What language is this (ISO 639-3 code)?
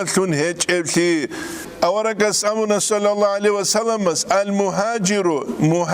ava